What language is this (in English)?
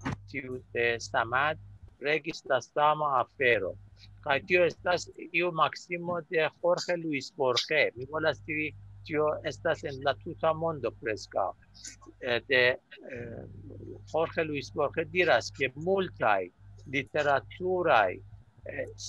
Esperanto